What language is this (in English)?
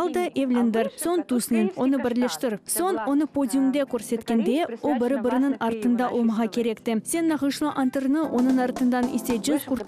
Crimean Tatar